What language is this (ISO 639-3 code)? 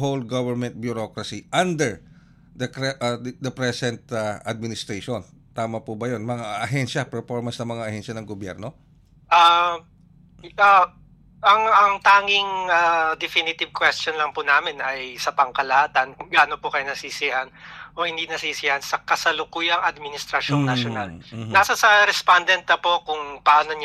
fil